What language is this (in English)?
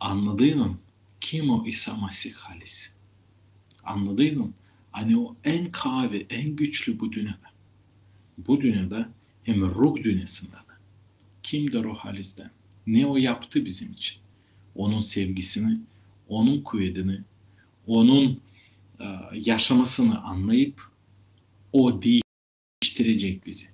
Gagauz